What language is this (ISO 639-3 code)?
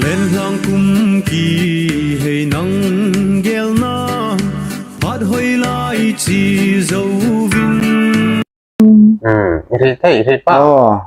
hmr